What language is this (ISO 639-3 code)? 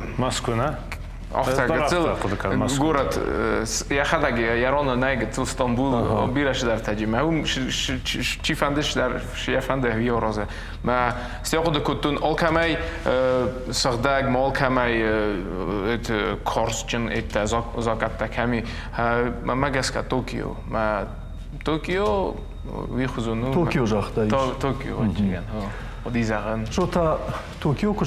oss